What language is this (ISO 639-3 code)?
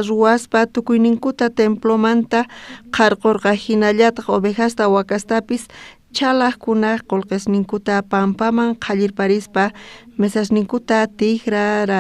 quh